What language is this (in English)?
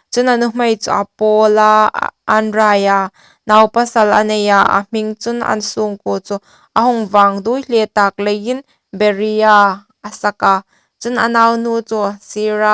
Hmar